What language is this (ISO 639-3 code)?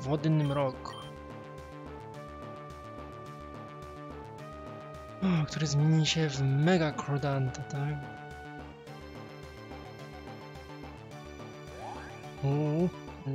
pol